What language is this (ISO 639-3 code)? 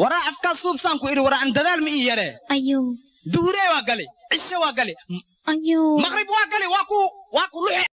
som